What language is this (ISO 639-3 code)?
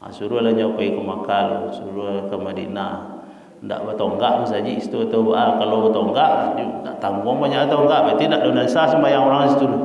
min